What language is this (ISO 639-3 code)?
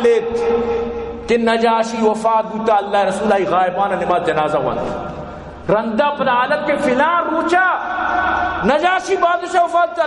bal